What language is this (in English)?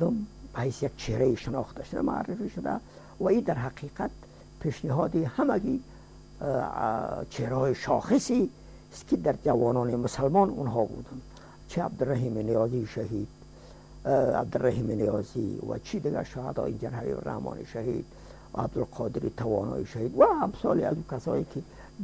Persian